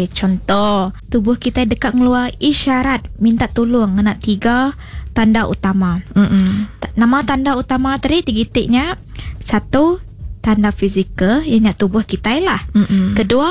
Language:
Iban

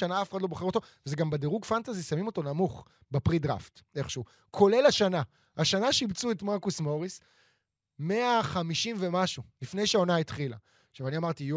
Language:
Hebrew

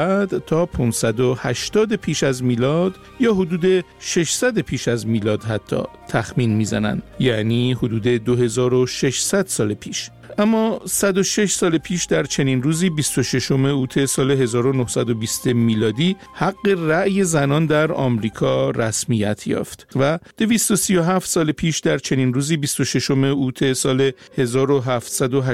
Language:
Persian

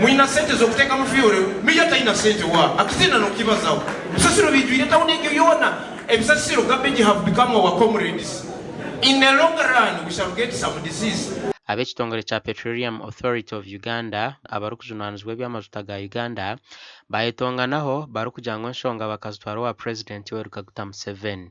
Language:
Nyankole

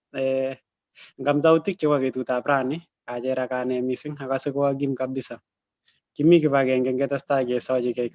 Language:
Kalenjin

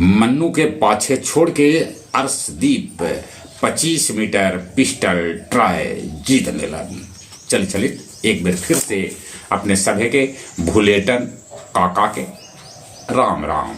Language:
Magahi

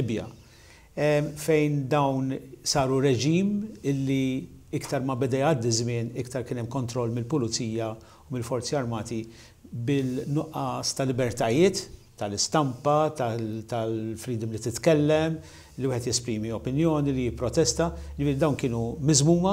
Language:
Maltese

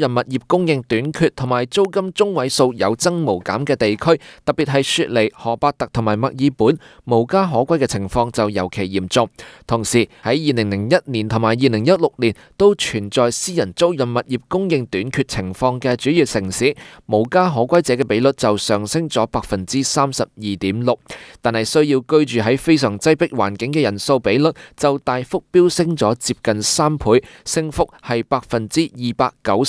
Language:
Cantonese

